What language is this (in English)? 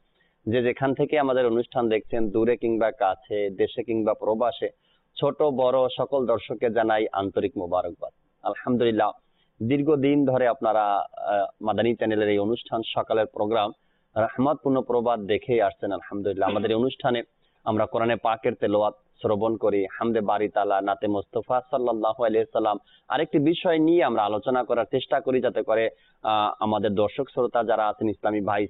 Bangla